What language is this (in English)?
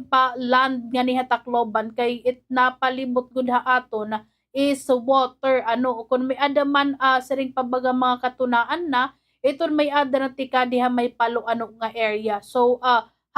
Waray